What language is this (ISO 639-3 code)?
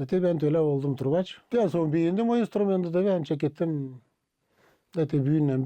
gag